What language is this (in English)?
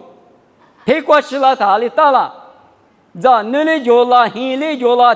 Lisu